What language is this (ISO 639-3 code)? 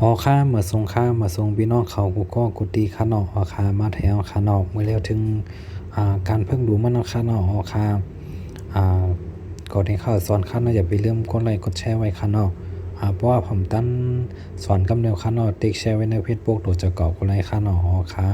shn